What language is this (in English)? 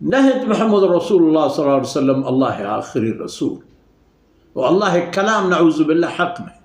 Baluchi